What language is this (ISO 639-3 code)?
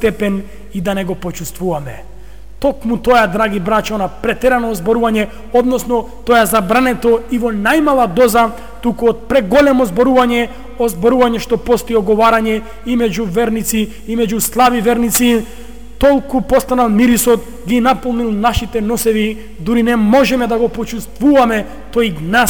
mkd